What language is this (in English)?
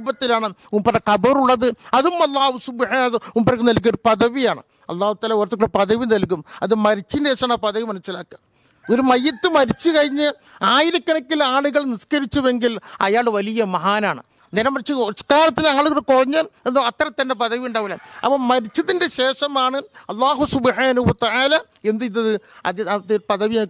Malayalam